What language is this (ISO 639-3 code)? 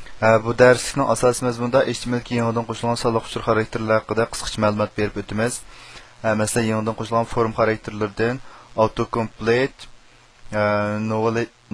uig